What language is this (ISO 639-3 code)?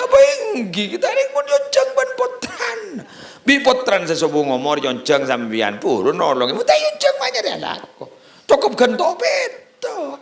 mad